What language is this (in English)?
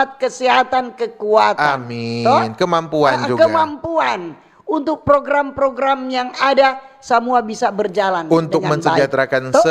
Manado Malay